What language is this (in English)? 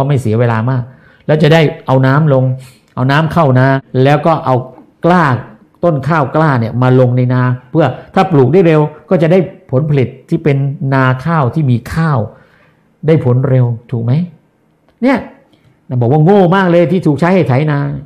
Thai